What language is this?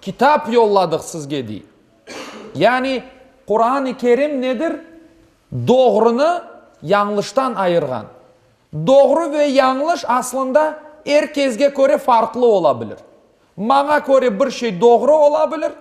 Crimean Tatar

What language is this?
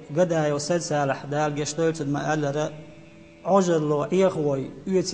Chechen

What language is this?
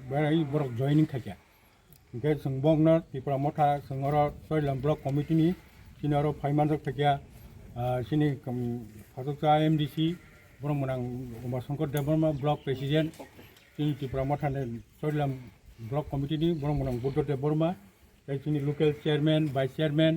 Kok Borok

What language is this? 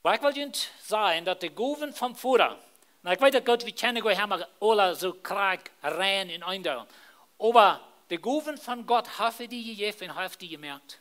Plautdietsch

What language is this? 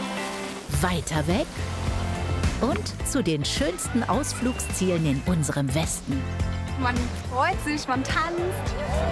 German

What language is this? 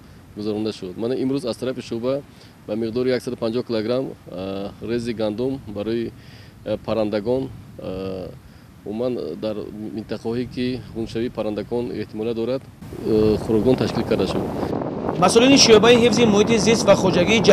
Tajik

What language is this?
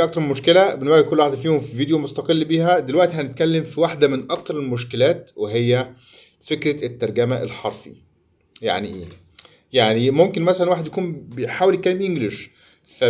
Egyptian Arabic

